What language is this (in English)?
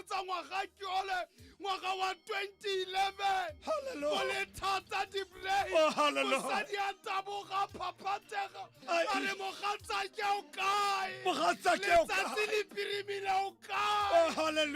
Tswana